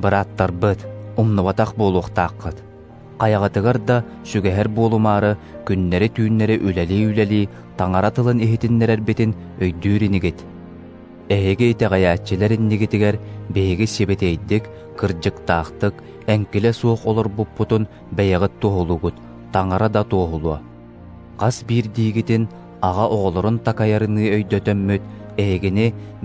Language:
Yakut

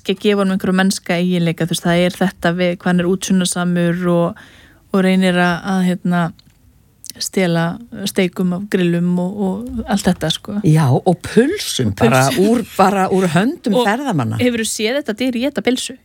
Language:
Icelandic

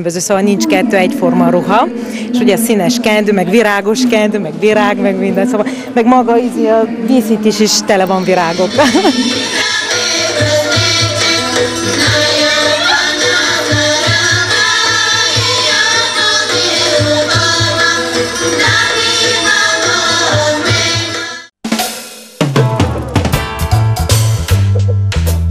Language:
Hungarian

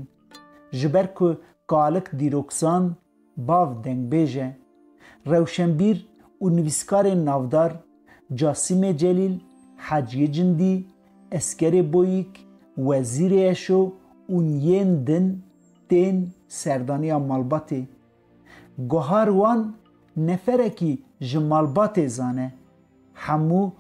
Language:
Kurdish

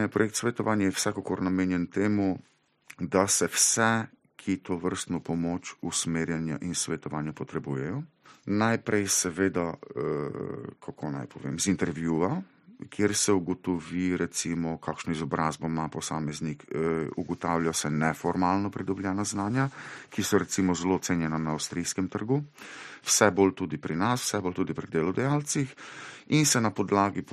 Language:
Slovenian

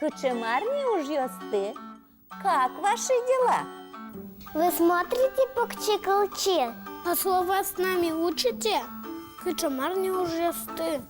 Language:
Udmurt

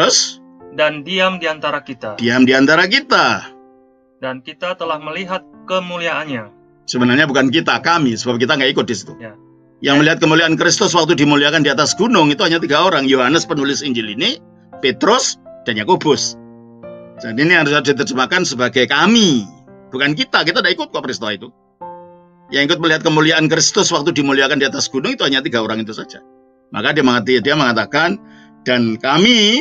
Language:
Indonesian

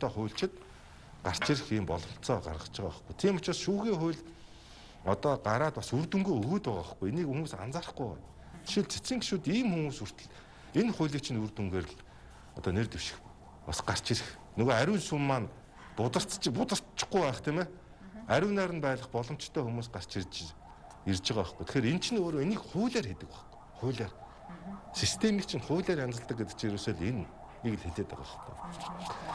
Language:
Mongolian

